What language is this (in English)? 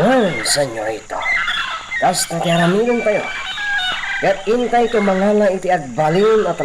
Iloko